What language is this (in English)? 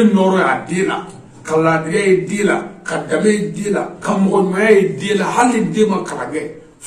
Bambara